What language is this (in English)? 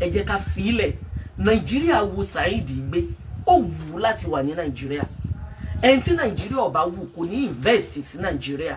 Yoruba